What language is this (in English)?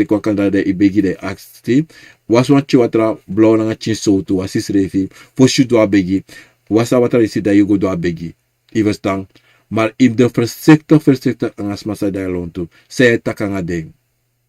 Sranan Tongo